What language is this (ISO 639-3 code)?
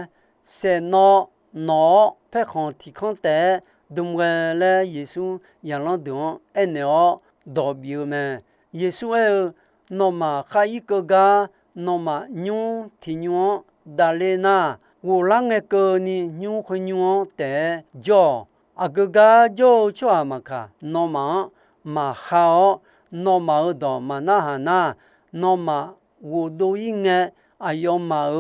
ahk